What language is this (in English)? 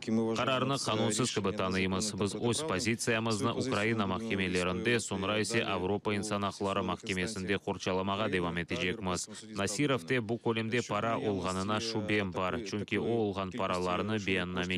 Crimean Tatar